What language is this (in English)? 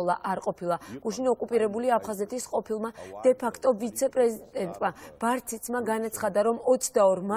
Georgian